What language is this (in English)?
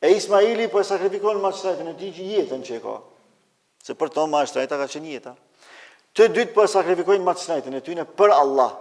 Albanian